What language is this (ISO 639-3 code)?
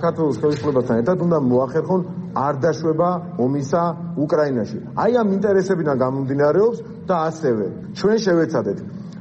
kat